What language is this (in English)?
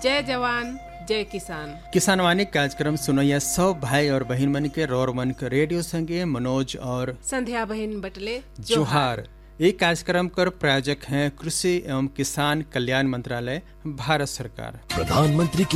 Sadri